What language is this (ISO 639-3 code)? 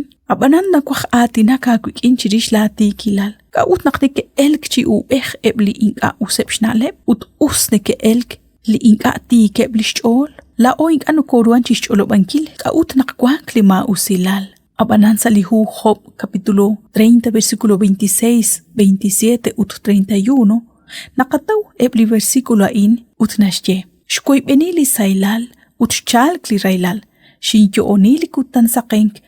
kek